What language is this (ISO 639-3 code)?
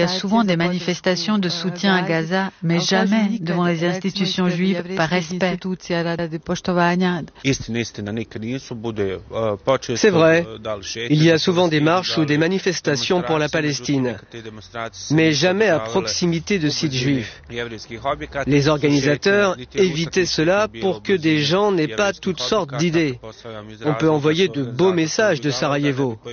fra